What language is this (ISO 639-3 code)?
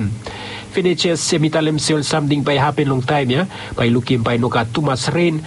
bis